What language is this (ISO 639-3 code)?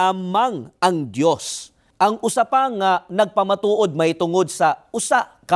ceb